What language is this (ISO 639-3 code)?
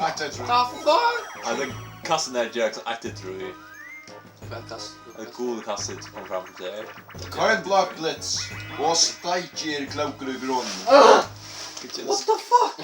fao